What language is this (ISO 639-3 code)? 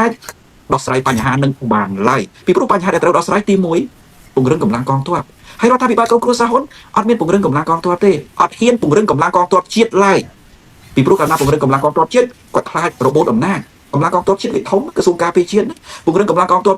khm